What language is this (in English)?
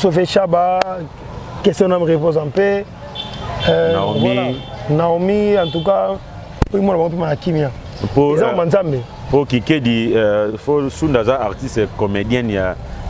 Lingala